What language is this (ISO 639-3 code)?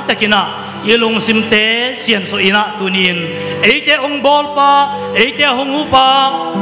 ctd